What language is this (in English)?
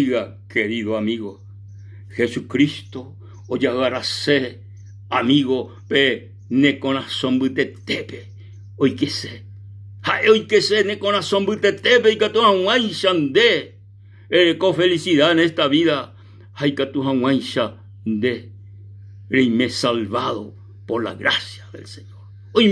Guarani